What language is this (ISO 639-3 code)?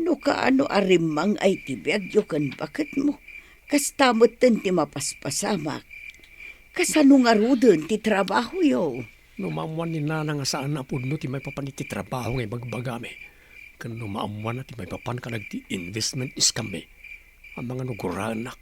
ilo